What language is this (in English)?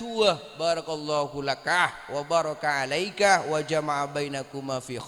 Madurese